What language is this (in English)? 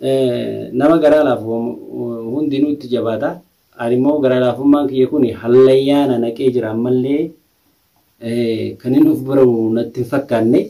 Oromo